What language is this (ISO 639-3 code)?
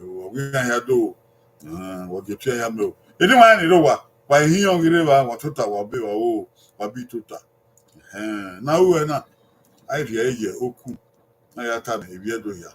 bin